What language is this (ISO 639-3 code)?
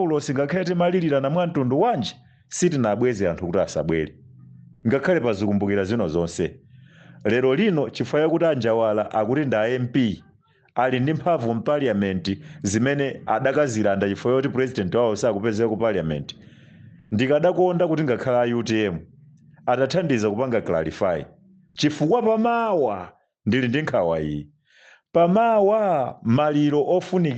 nya